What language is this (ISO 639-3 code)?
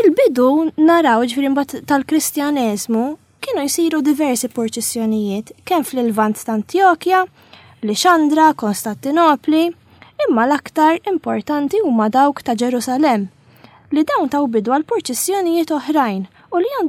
mlt